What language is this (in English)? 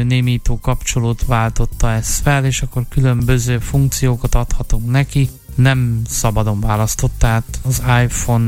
Hungarian